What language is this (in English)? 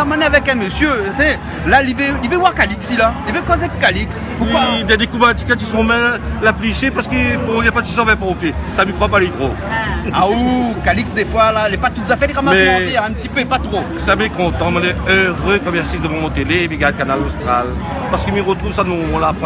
Réunion Creole French